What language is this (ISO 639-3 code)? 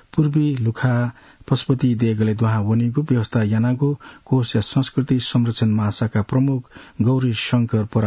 new